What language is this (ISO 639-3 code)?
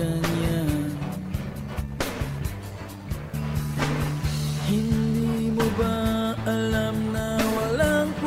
fil